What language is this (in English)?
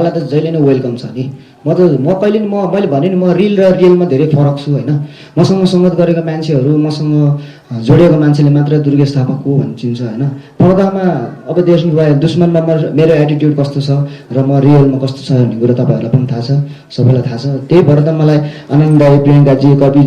Nepali